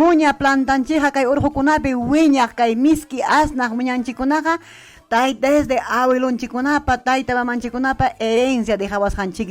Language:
Ayacucho Quechua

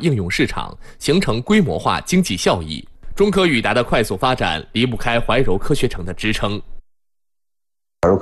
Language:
Chinese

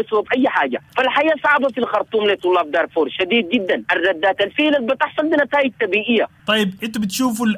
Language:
Sudanese Arabic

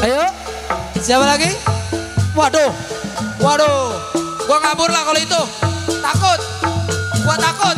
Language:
Betawi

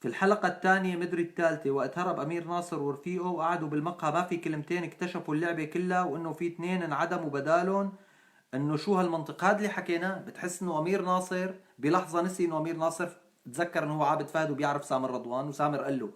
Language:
North Levantine Arabic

